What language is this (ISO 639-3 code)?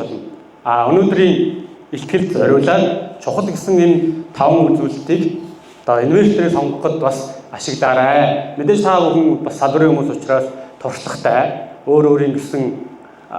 mon